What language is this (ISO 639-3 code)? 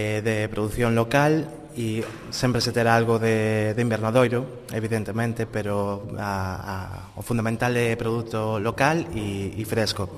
glg